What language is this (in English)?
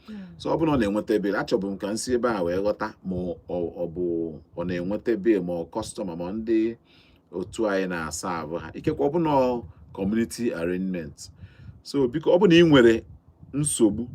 Igbo